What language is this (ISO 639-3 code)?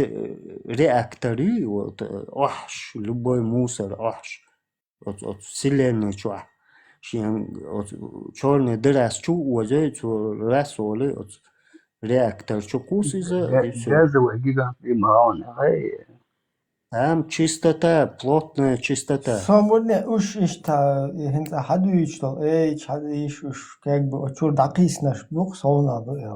che